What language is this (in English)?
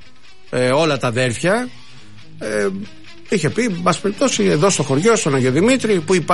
Greek